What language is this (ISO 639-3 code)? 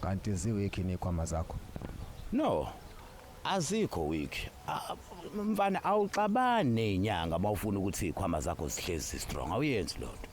zul